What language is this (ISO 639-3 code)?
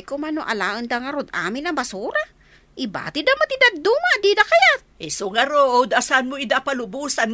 ilo